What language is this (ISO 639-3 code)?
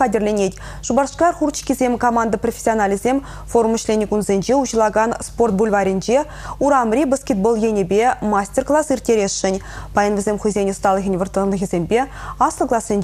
chv